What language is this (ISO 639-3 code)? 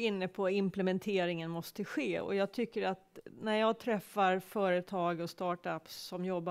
swe